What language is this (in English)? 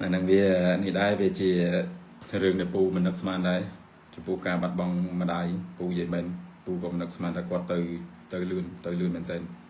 Khmer